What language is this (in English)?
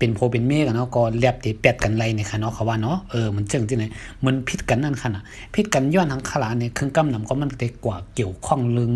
Shan